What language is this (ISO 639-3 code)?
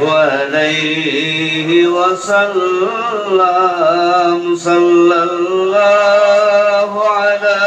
syl